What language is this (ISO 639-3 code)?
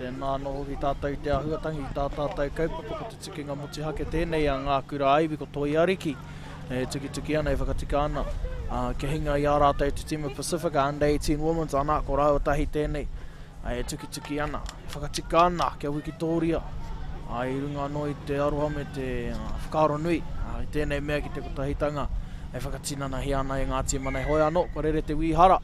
mri